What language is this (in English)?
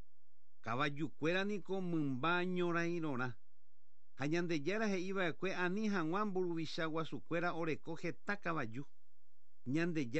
Guarani